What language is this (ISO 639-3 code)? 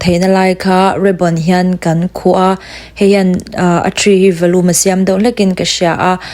lus